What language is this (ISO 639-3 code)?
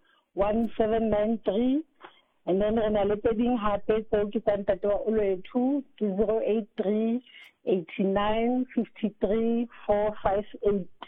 sot